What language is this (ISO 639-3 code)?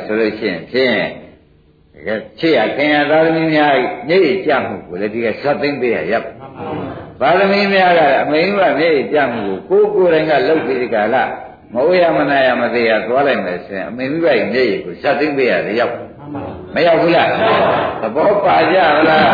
mya